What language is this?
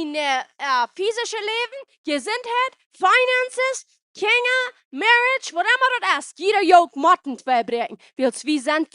Plautdietsch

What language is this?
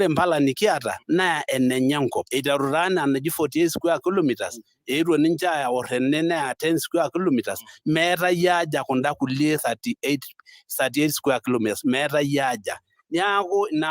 Masai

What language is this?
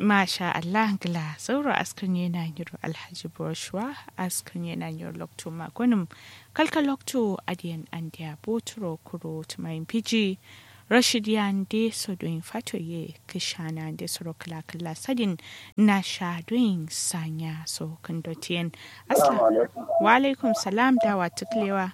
Kanuri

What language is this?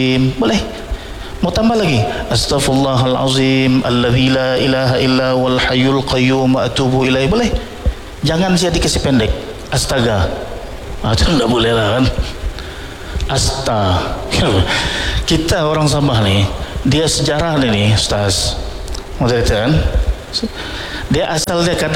Malay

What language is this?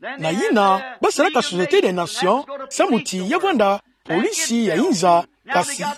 Kituba (Democratic Republic of Congo)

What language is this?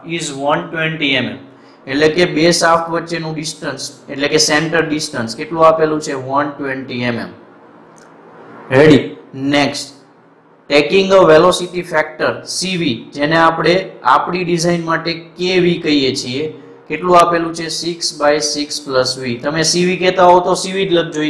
Gujarati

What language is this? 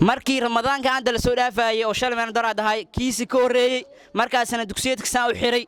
Somali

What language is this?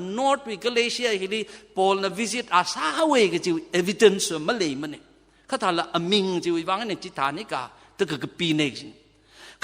Tangkhul Naga (India)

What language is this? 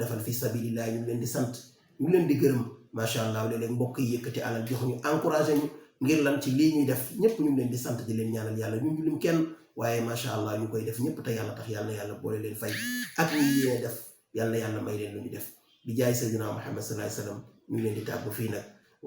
Wolof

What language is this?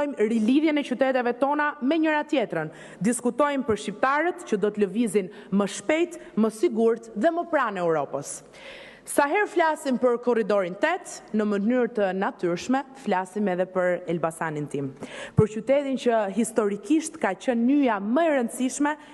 Albanian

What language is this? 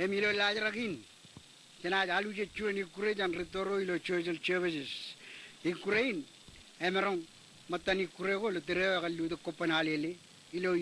Marshallese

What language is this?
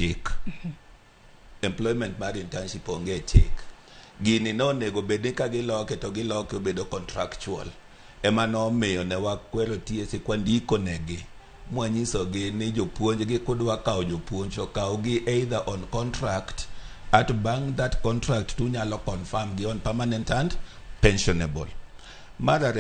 Luo (Kenya and Tanzania)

